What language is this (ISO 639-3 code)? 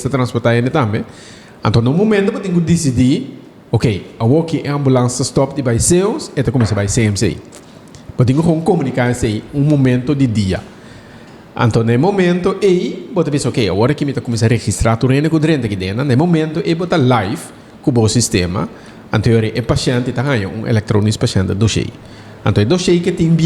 pap